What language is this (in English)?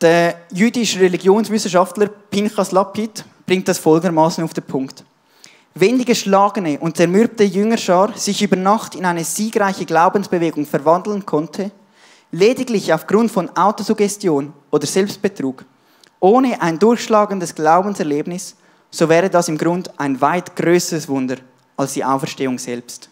Swiss German